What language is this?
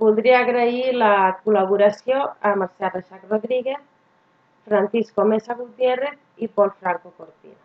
Catalan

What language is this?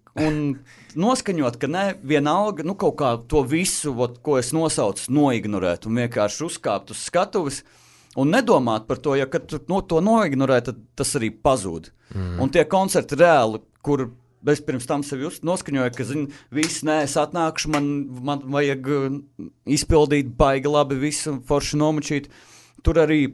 Latvian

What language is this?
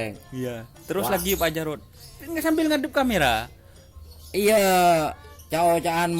Madurese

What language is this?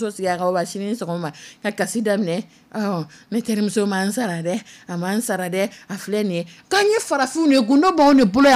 Dyula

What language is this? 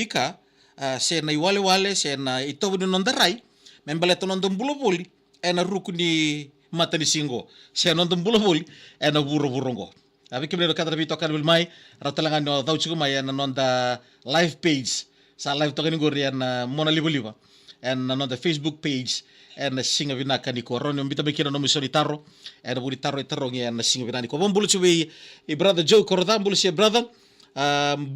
Fijian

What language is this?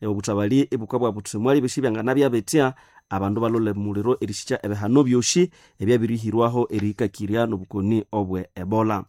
Nande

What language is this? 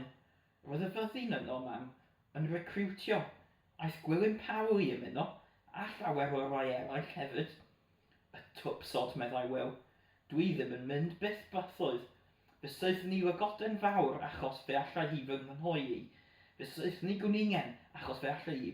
Welsh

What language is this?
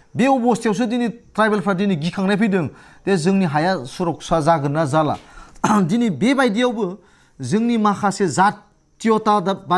Bodo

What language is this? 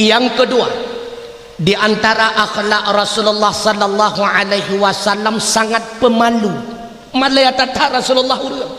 Achinese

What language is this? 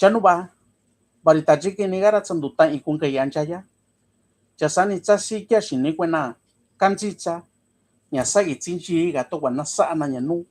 Mixtepec Mixtec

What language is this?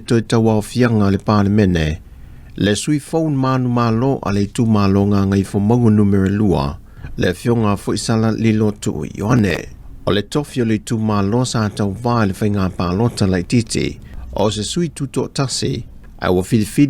Samoan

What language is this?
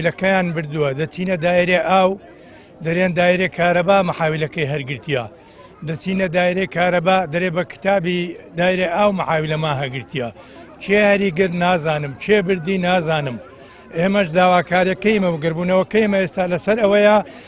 Central Kurdish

